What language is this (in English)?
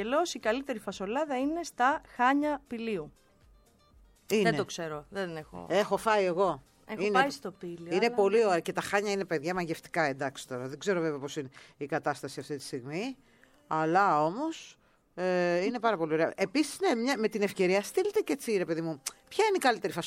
Greek